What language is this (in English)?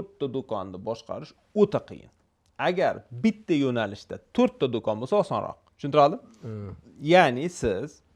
Uzbek